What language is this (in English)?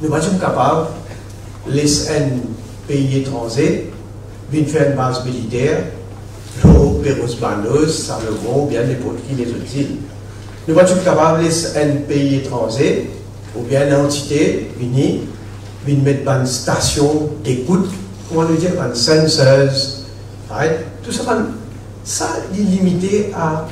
Morisyen